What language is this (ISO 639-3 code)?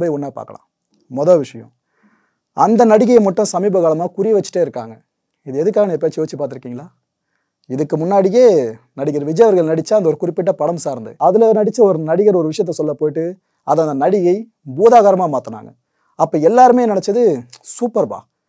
tam